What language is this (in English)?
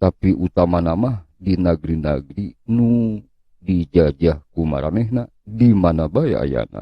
Sundanese